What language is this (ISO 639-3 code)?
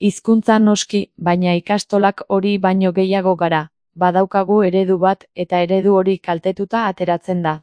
eus